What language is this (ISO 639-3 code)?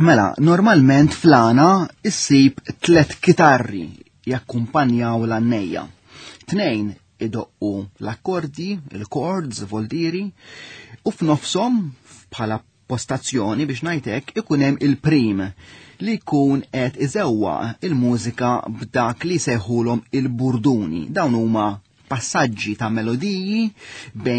mlt